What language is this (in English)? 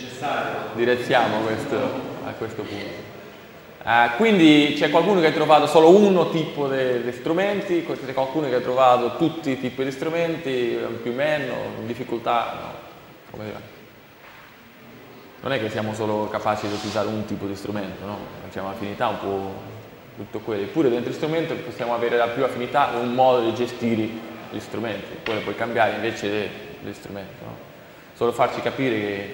Italian